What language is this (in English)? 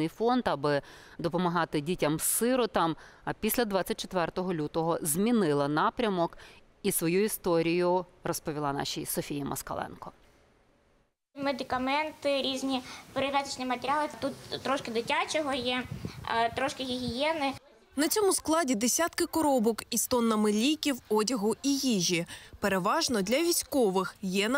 Ukrainian